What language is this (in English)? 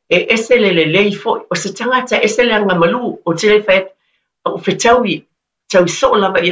Samoan